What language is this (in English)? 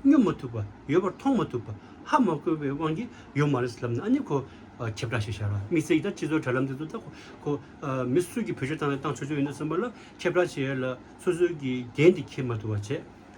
Tibetan